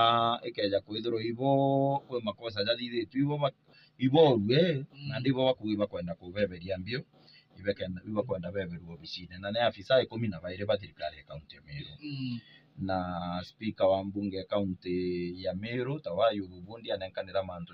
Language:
Meru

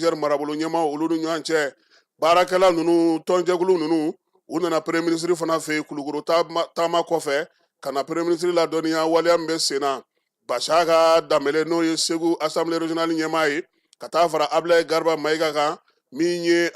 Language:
Bambara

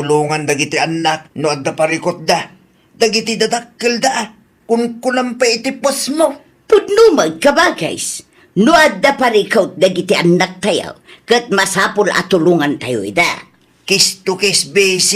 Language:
Iloko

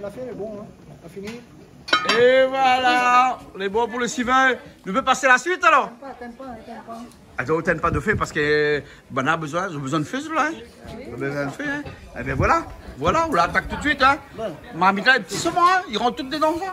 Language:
Réunion Creole French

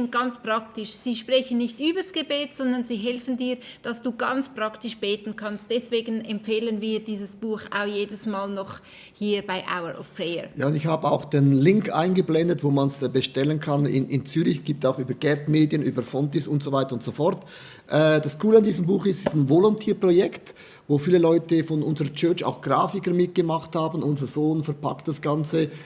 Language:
Swiss German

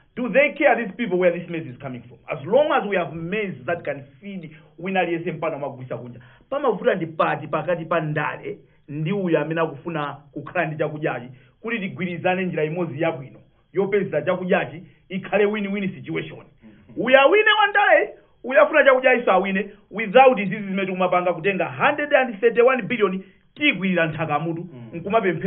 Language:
Nyanja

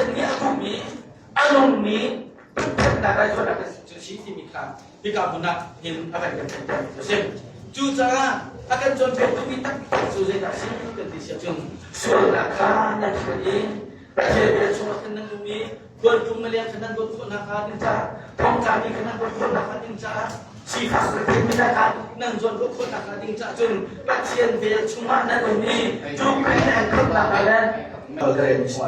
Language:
Hakha Chin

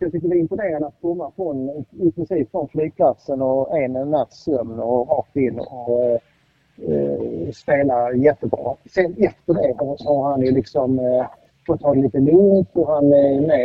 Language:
Swedish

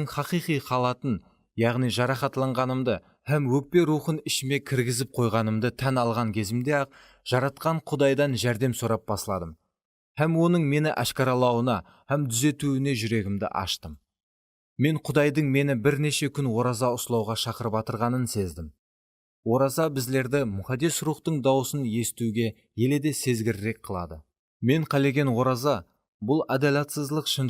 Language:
Kara-Kalpak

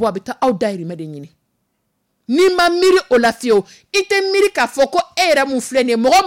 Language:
Dyula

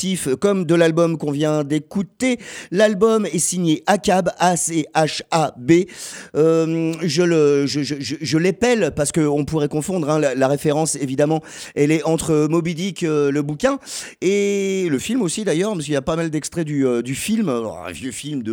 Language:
French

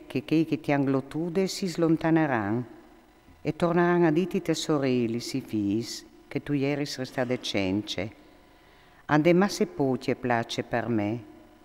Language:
Friulian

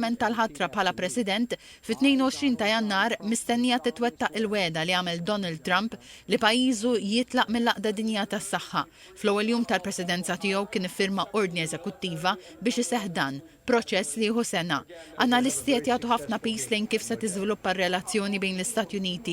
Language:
Maltese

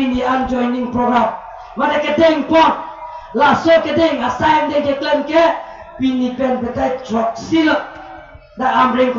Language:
Karbi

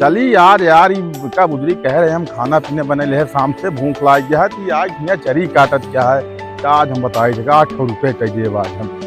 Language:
Awadhi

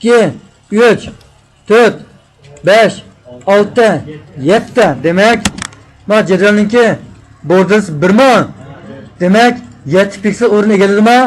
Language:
Uyghur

